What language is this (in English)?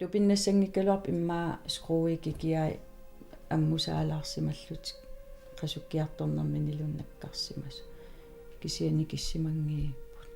Kalaallisut